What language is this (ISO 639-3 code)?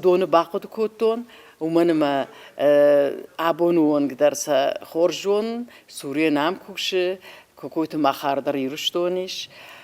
oss